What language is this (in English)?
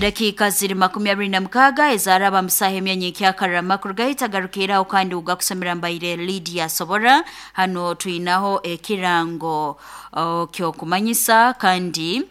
Nyoro